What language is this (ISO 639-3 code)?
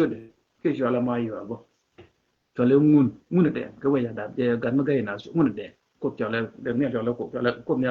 nus